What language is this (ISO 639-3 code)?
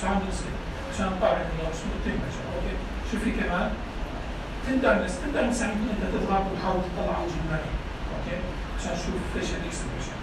apc